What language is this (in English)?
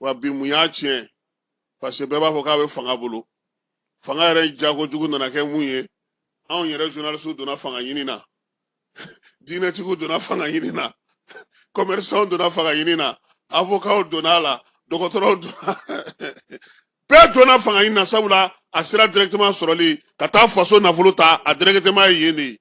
Bambara